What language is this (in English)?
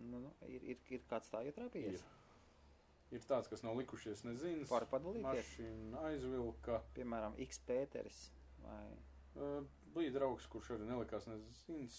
Latvian